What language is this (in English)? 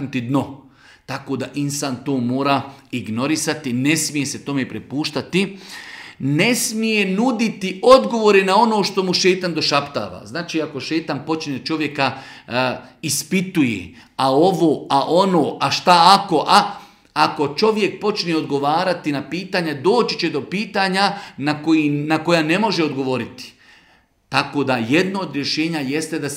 Bosnian